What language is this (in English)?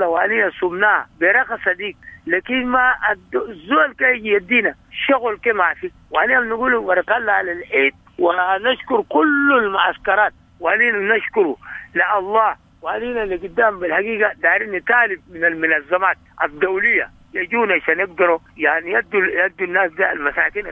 Sudanese Arabic